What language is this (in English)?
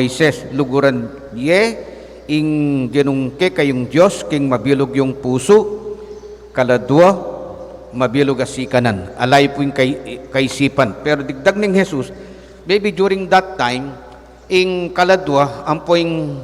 Pampanga